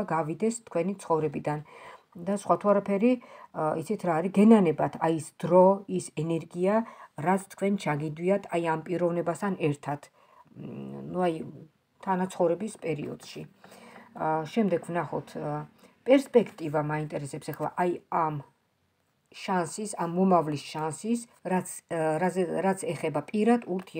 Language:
Georgian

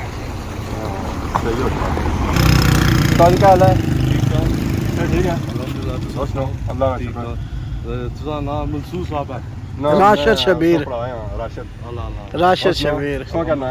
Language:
Pahari-Potwari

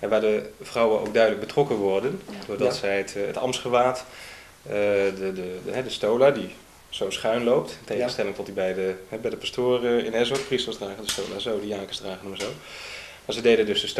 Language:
Dutch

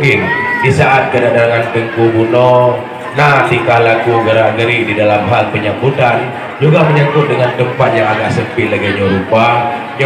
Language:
Achinese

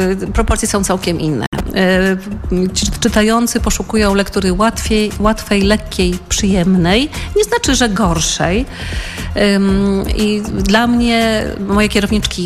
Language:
Polish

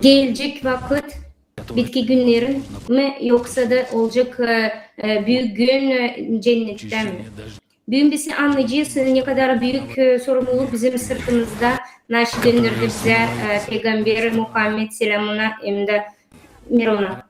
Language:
Gagauz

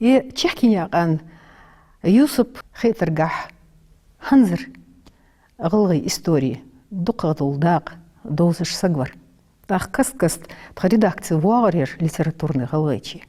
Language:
Ingush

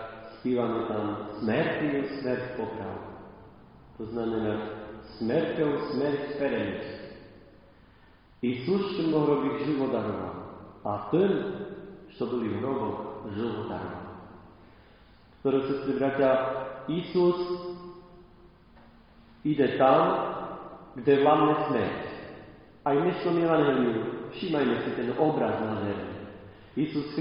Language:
Slovak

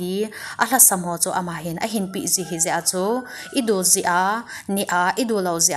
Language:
Thado Chin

